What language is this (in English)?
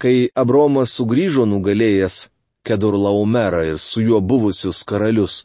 Lithuanian